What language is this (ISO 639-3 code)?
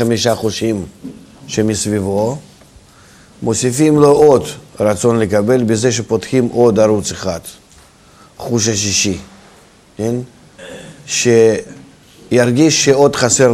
heb